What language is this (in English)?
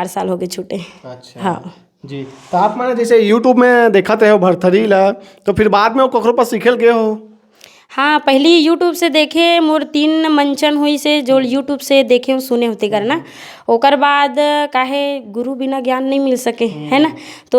Chhattisgarhi